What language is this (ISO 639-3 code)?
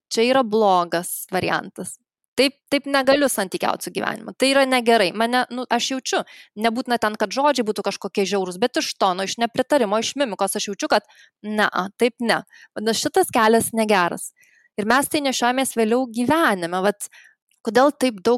lit